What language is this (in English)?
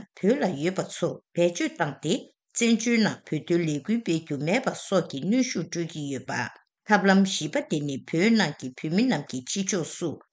Tibetan